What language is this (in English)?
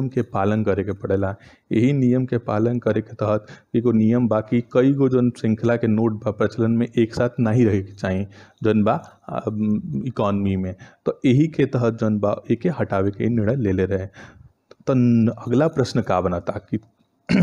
Bhojpuri